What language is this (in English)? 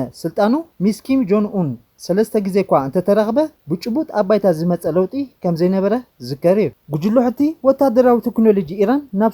Tigrinya